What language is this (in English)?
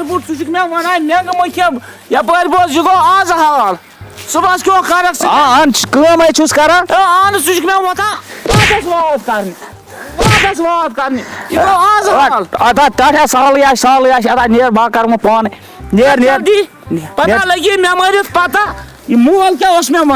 Kashmiri